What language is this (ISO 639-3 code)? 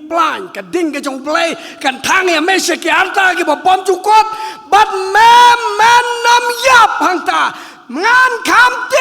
kha